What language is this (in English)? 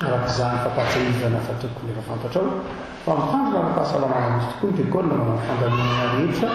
Malagasy